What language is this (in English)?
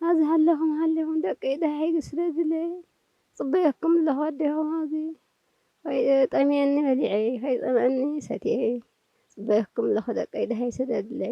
Tigrinya